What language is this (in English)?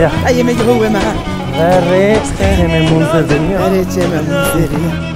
Zaza